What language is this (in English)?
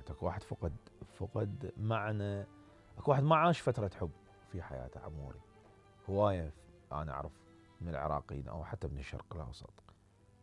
Mesopotamian Arabic